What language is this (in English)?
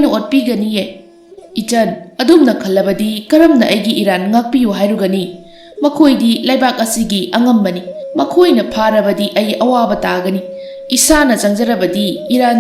Manipuri